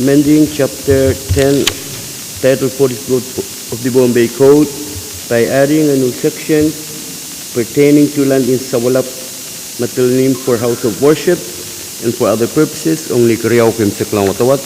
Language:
Pohnpeian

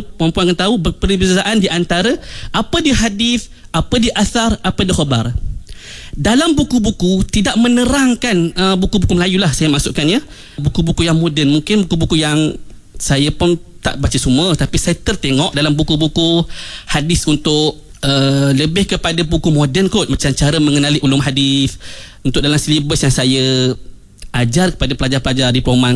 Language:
Malay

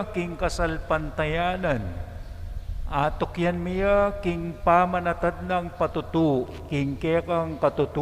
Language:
Pampanga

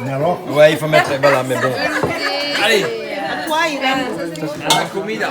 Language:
Réunion Creole French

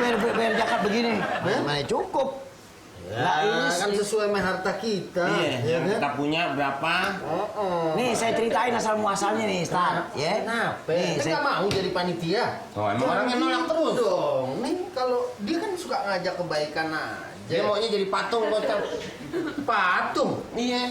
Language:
Betawi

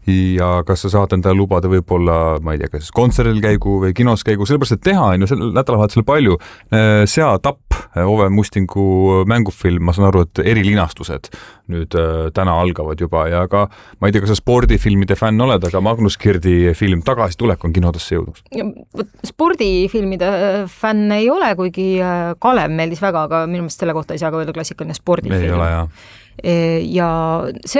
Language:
Estonian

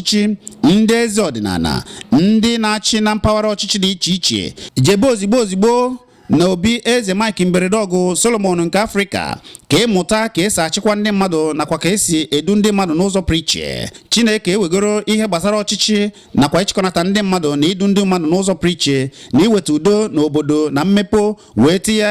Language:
Igbo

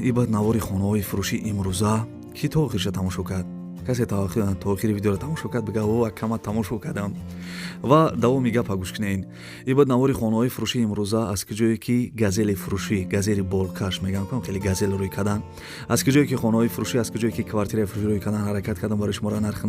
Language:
Tajik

